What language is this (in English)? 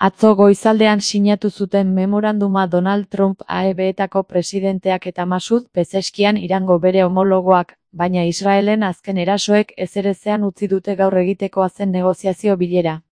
Basque